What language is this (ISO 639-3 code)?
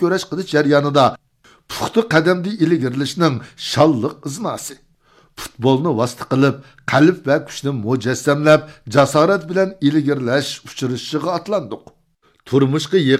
uig